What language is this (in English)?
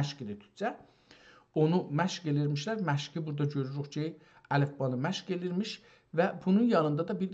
South Azerbaijani